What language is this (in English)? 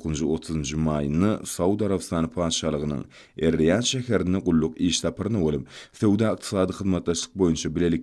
Turkmen